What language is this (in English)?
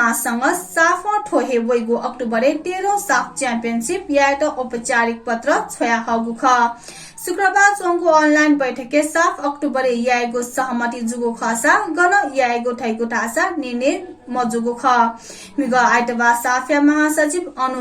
Newari